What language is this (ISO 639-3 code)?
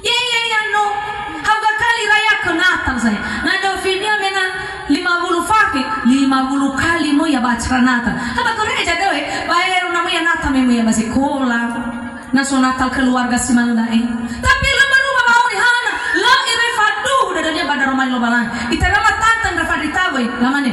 nia